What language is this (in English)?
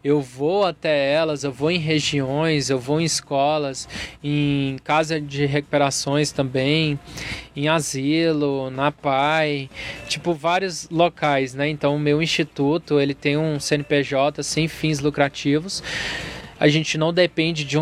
Portuguese